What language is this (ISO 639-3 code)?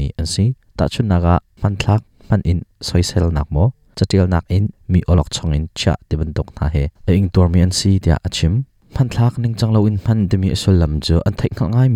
cnh